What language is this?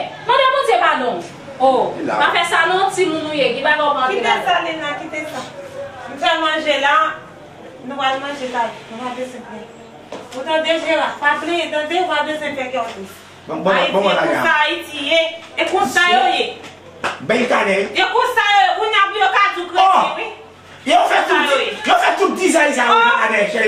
Haitian Creole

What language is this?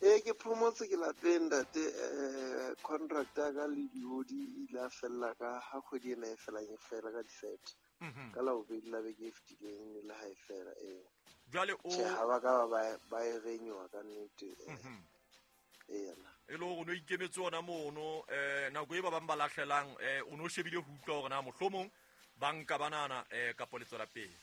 Southern Sotho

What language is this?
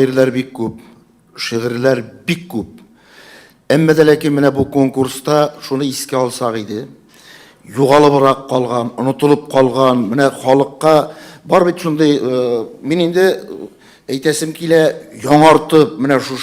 Tatar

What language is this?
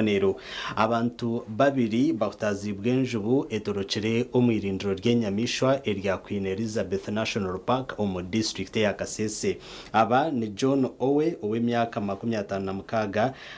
Nyankole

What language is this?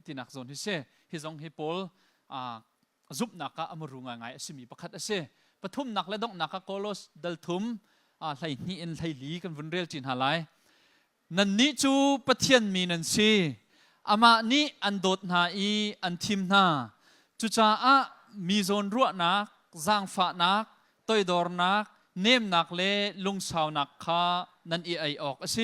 Hakha Chin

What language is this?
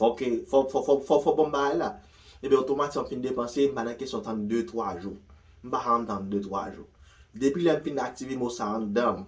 Haitian Creole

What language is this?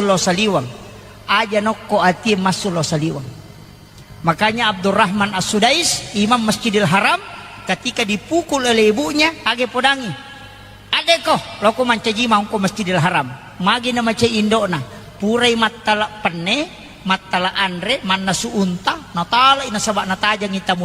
Buginese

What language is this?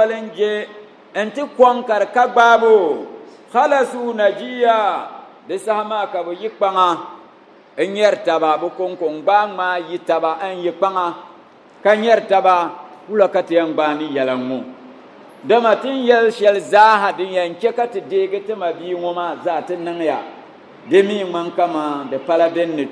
Dagbani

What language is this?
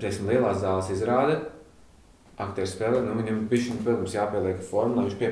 Latvian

